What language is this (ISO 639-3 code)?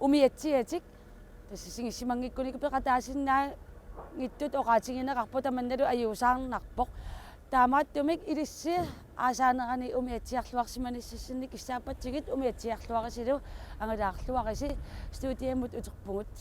kal